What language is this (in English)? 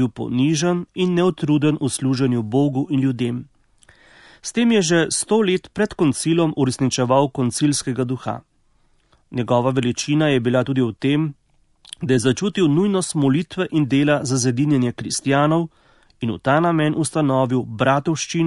Slovenian